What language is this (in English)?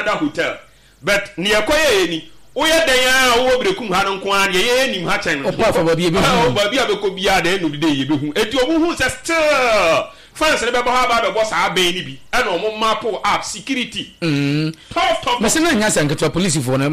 Akan